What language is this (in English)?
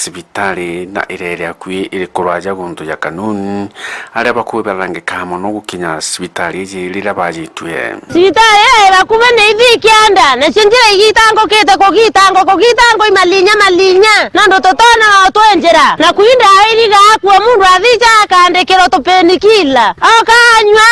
Meru